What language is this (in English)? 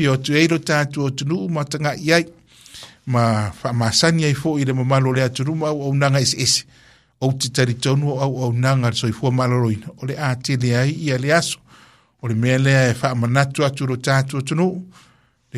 Samoan